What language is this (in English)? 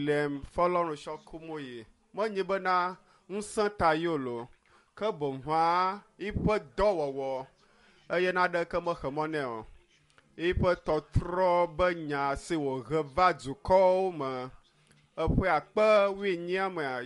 Ewe